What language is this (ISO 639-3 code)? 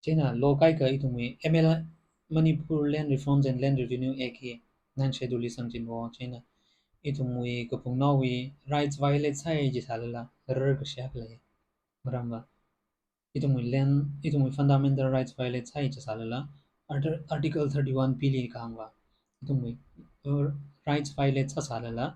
nmf